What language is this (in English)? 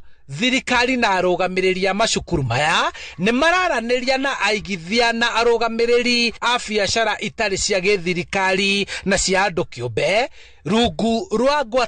Kikuyu